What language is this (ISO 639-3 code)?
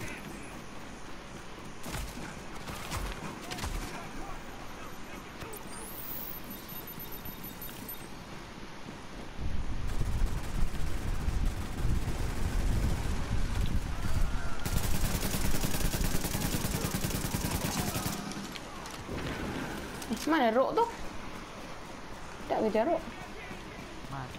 msa